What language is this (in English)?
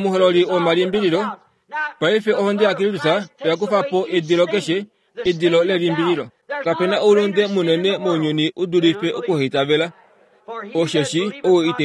Kuanyama